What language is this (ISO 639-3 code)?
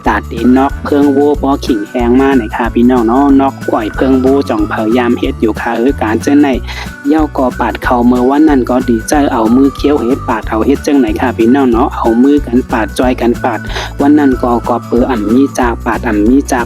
shn